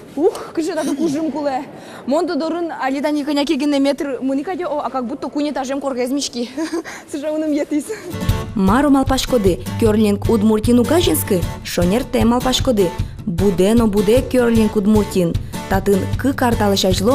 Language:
Udmurt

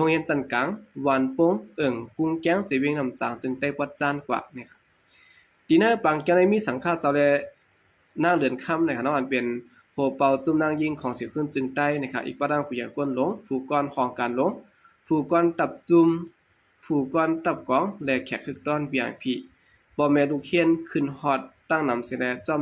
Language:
Shan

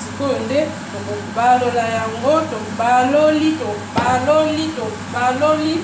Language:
Lingala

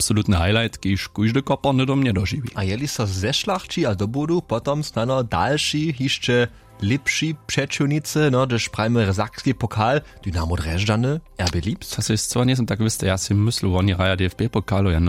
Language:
Upper Sorbian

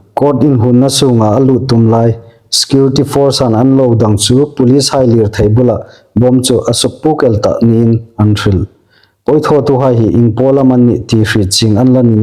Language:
Hmar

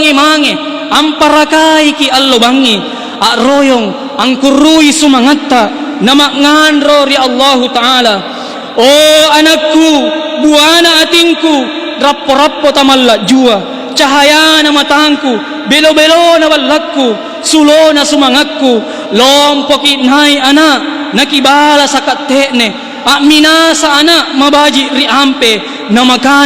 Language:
Makasar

